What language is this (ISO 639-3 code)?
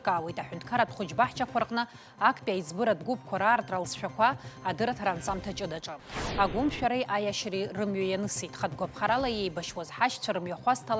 abk